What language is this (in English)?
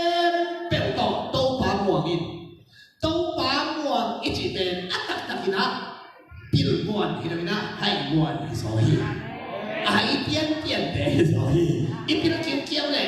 Tedim Chin